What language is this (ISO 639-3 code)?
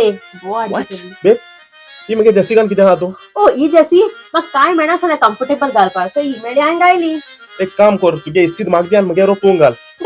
kok